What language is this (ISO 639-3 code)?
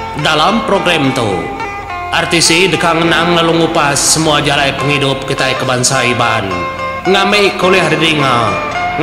iba